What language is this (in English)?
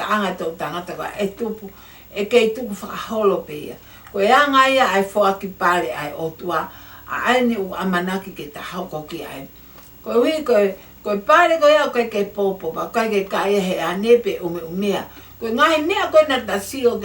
Tongan